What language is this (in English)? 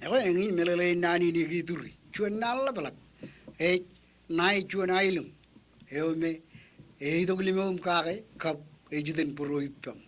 Marshallese